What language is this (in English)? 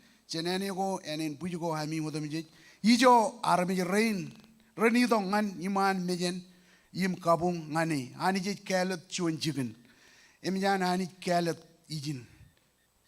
Marshallese